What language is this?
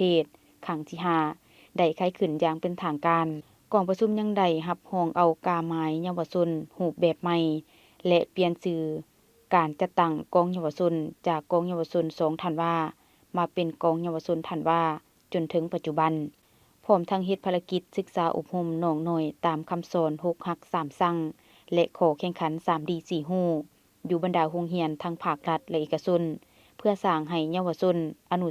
Lao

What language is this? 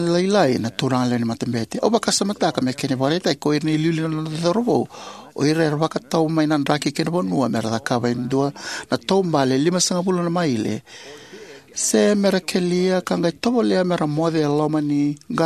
Fijian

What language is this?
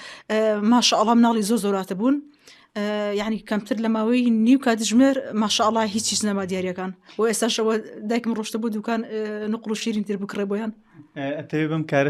Central Kurdish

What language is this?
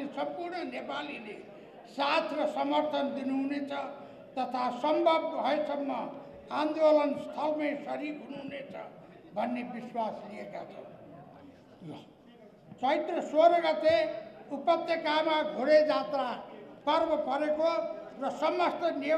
Nepali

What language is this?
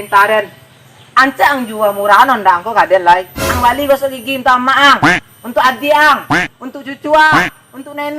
Minangkabau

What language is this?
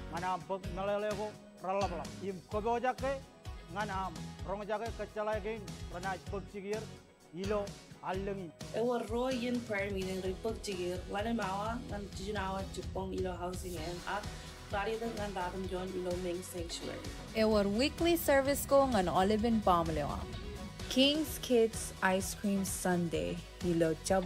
Marshallese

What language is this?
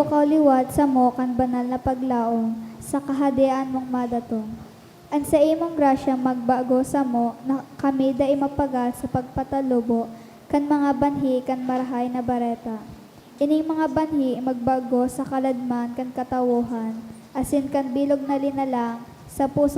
Bikol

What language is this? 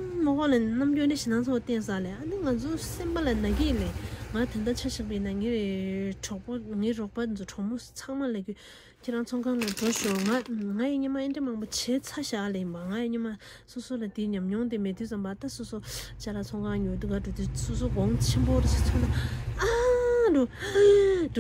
Tibetan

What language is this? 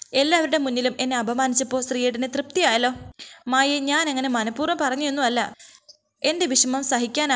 Malayalam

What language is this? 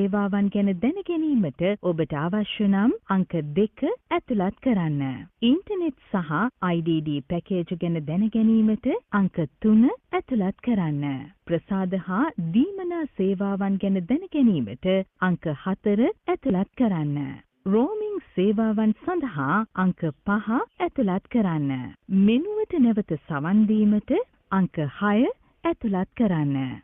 Sinhala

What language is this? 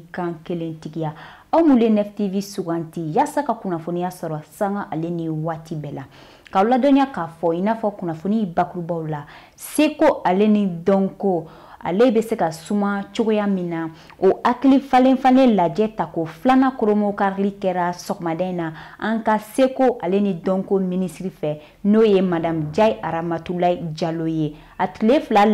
Bambara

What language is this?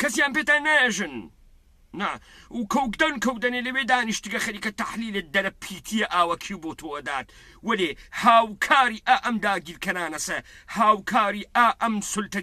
Central Kurdish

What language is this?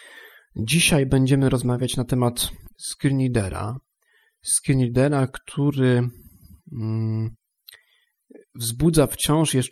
Polish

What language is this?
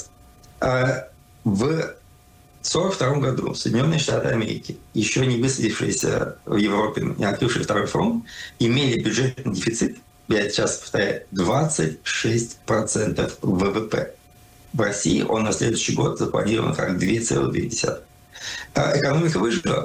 Russian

